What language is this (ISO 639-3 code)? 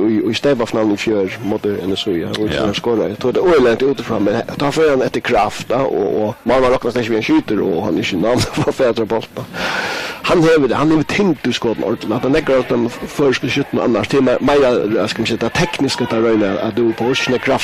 fao